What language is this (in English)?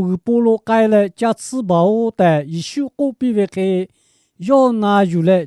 Lahu